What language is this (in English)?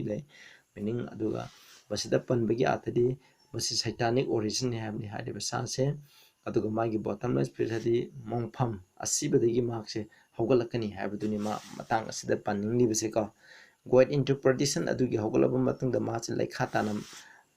Manipuri